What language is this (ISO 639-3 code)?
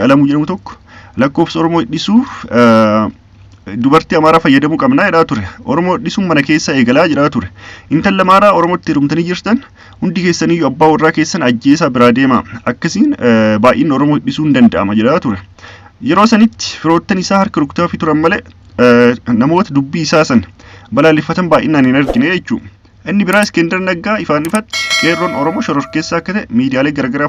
orm